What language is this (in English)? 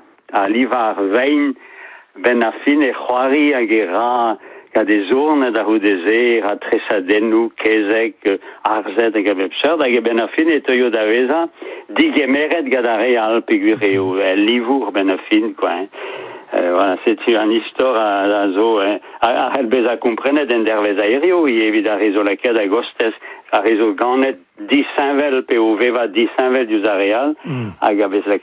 Breton